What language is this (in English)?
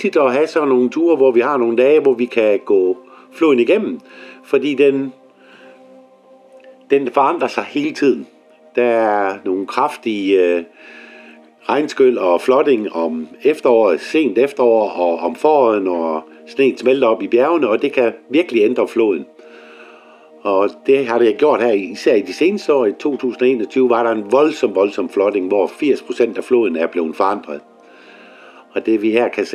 Danish